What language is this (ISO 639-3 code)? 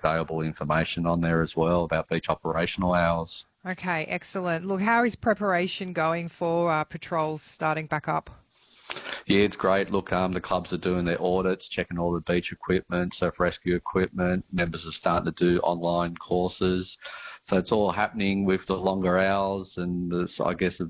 eng